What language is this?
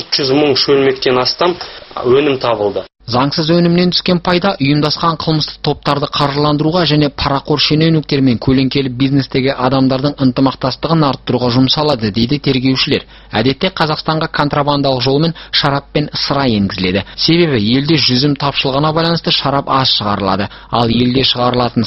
Kazakh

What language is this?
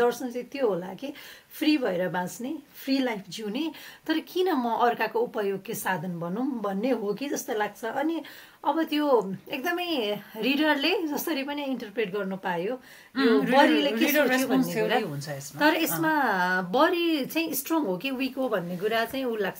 Nepali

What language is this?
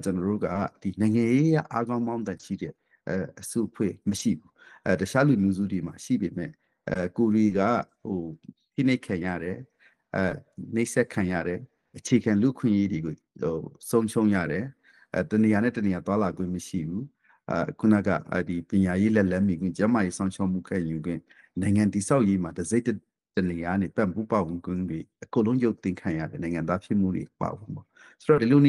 Burmese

